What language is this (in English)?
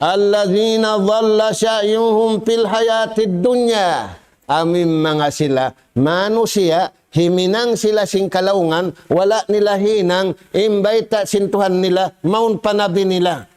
Tausug